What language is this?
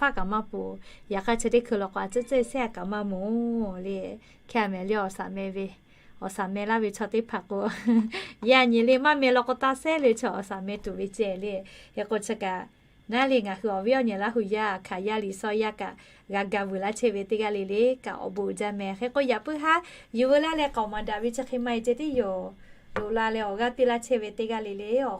Lahu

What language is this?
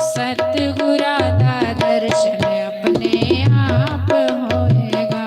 Dogri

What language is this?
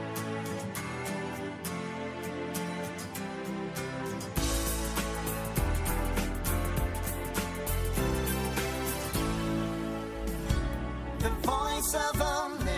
Indonesian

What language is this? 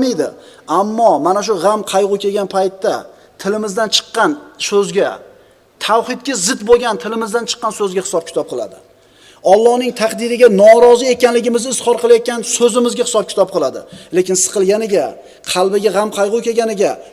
Uzbek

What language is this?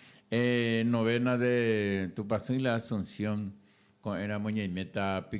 Guarani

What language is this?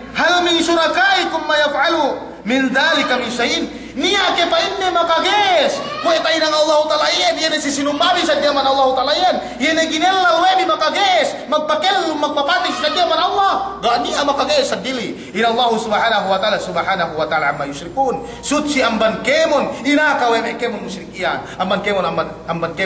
Yakan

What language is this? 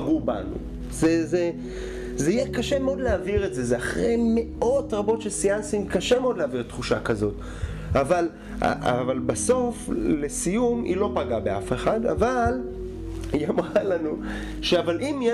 Hebrew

